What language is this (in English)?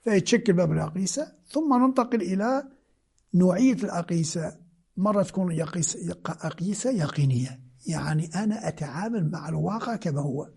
Moroccan Arabic